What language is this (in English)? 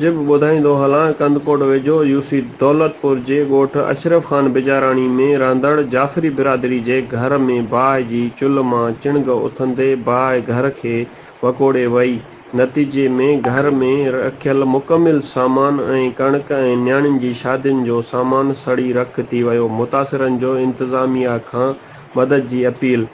Sindhi